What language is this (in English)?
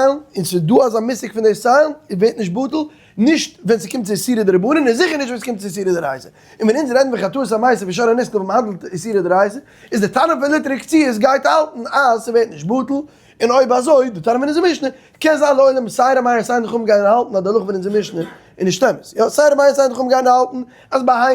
Yiddish